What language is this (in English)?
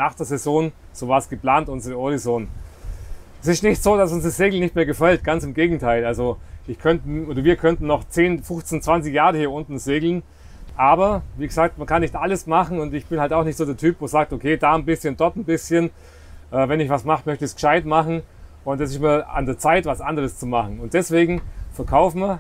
German